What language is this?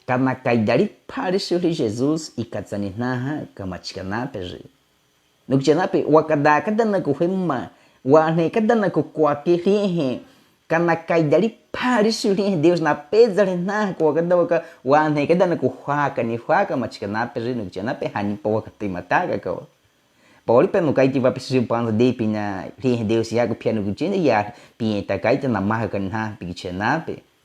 Baniwa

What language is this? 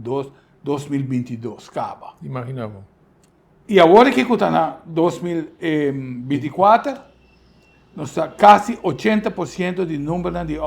Papiamento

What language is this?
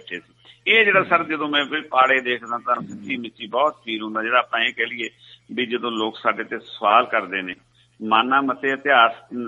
Punjabi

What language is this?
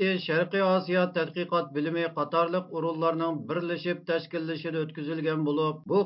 Uyghur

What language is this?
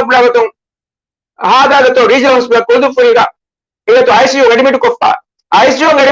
Divehi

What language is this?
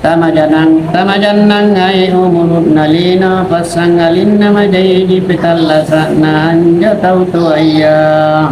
Makasar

